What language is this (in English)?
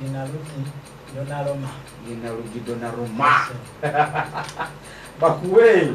Ganda